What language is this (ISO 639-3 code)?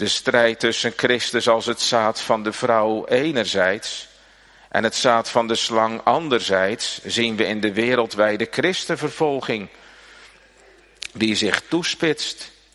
nld